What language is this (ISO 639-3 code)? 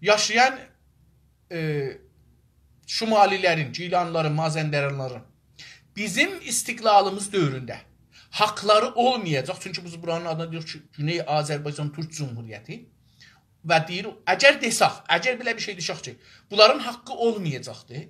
azb